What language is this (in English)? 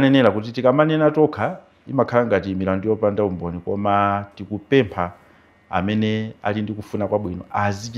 Nyanja